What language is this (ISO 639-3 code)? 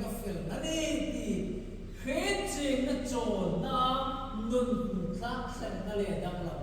hmr